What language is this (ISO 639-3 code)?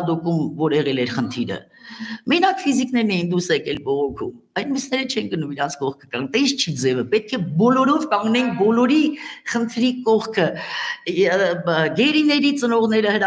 hye